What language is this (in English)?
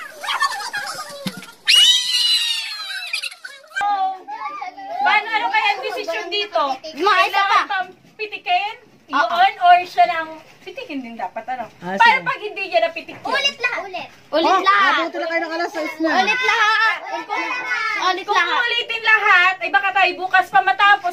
Filipino